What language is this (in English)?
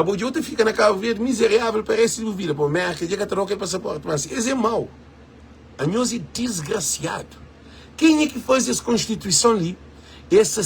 Kabuverdianu